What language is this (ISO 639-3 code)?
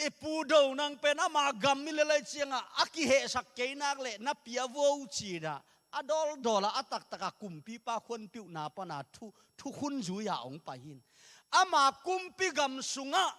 ctd